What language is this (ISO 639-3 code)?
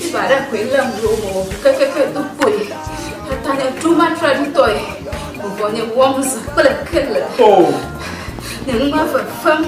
ewe